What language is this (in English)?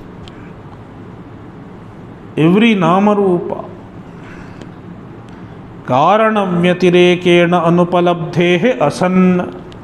English